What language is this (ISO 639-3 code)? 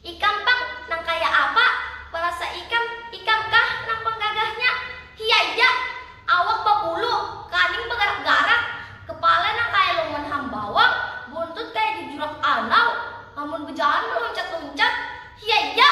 bjn